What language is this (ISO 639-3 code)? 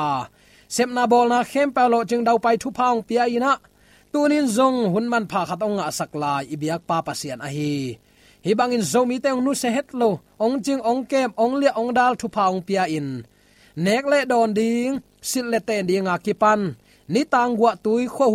ctd